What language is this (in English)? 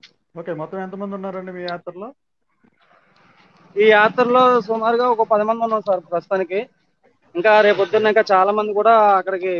Telugu